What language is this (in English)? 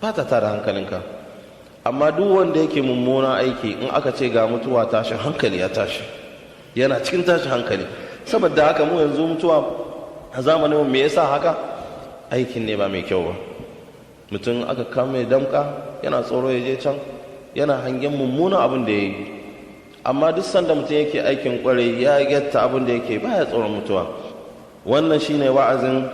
Hausa